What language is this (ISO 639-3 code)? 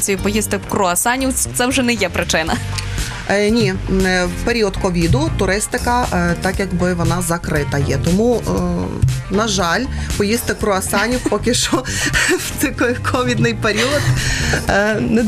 ukr